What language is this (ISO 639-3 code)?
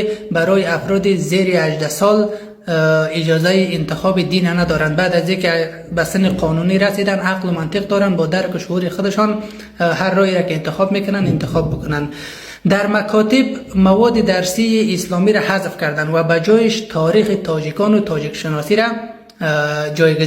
fas